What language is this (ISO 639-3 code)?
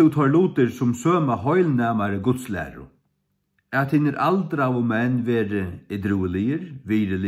fao